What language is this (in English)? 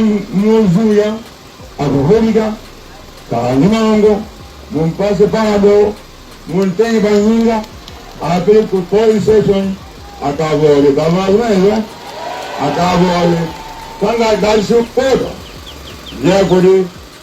Nyanja